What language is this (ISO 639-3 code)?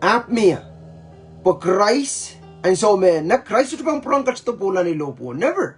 pon